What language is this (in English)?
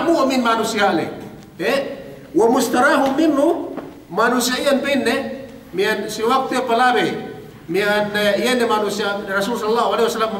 Yakan